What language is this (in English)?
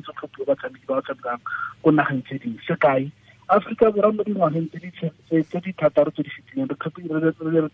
Tswana